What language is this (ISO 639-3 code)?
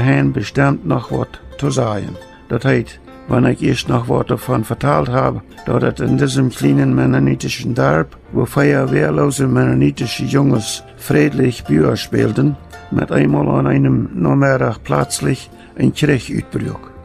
pdt